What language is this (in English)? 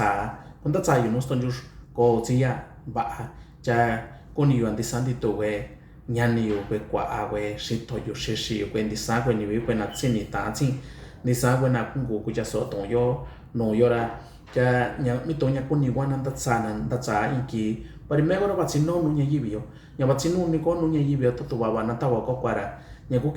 Mixtepec Mixtec